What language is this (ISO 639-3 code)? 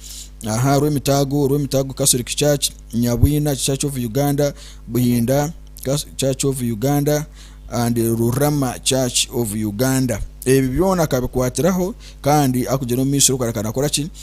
nyn